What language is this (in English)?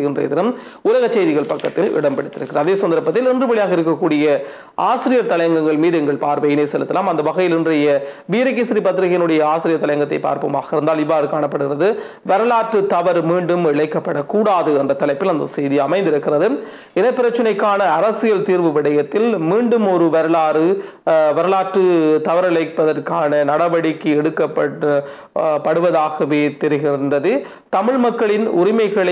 Tamil